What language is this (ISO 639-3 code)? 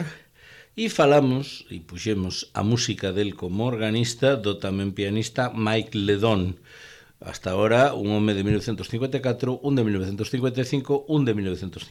glg